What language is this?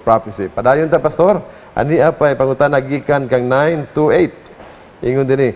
Cebuano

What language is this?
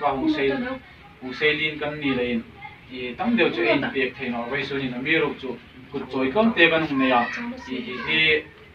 Hmar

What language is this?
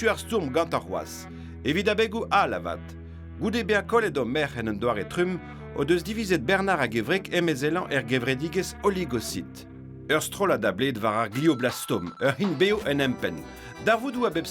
Breton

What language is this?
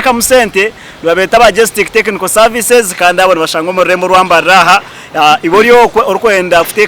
Nyankole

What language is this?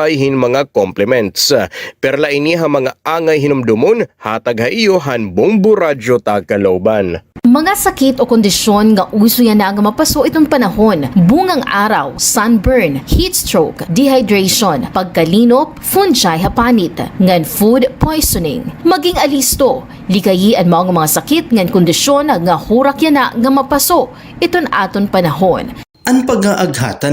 Waray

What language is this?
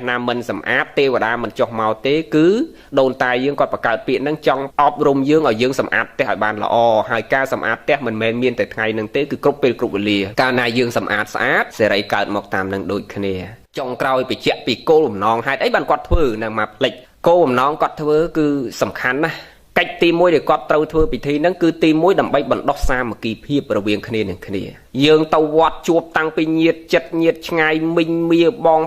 Khmer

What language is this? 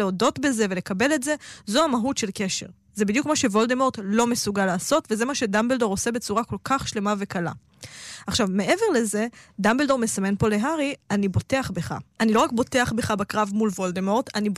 Hebrew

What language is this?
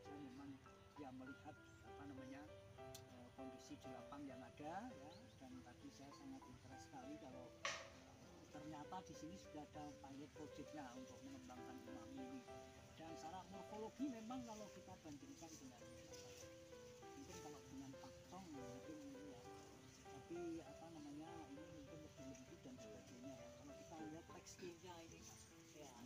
Indonesian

